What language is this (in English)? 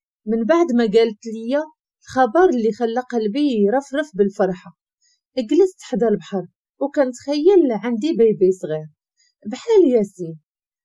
Moroccan Arabic